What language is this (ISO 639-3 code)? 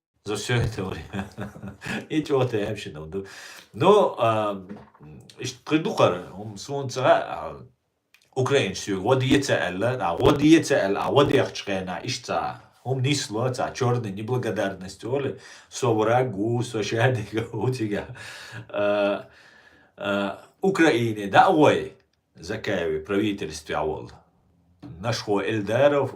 che